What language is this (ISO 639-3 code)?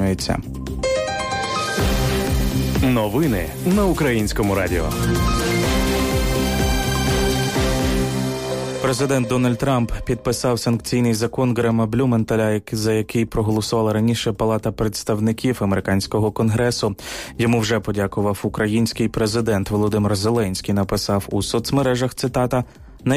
ukr